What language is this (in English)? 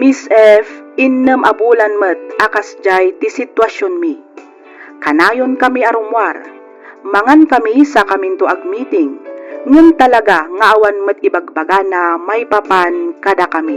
Iloko